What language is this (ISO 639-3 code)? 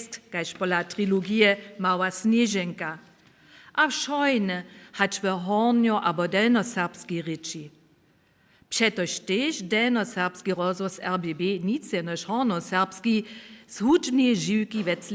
hsb